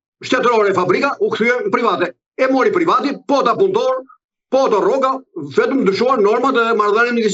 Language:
Albanian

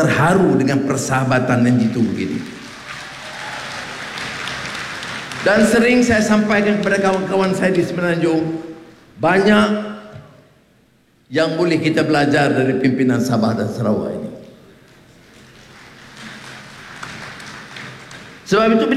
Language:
Malay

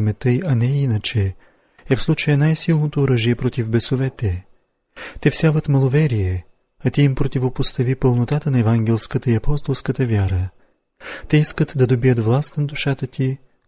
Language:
Bulgarian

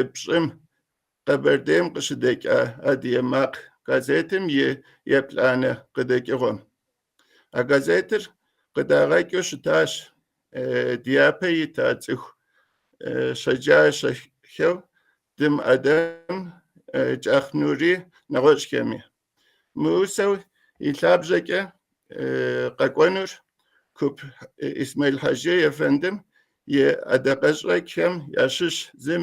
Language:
Kabardian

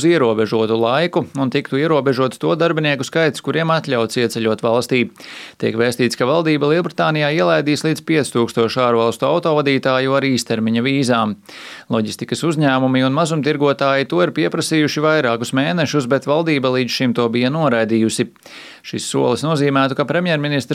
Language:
Latvian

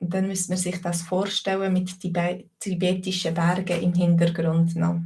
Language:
Swiss German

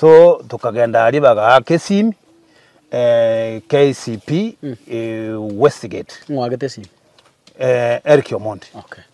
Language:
Gusii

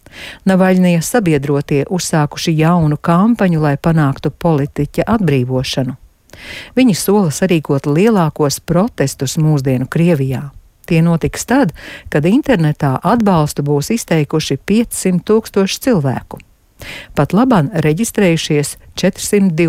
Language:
Latvian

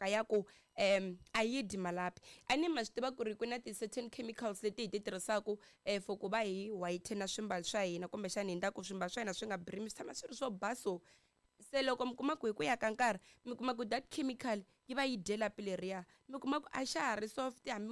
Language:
Tsonga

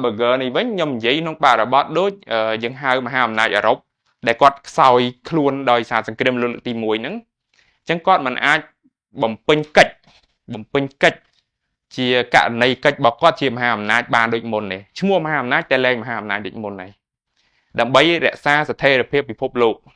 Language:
Khmer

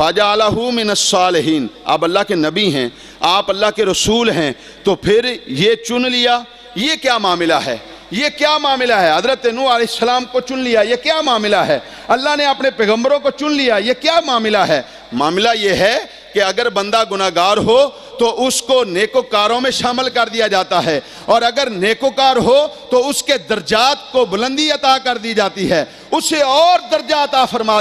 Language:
Urdu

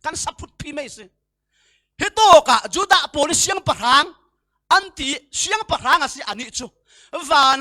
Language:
Falam Chin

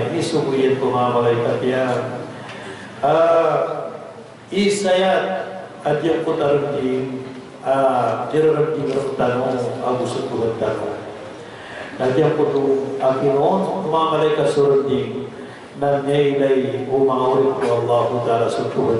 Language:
Maranao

